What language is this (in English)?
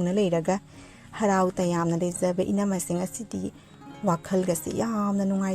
Manipuri